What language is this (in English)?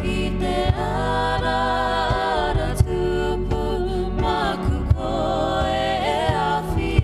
Māori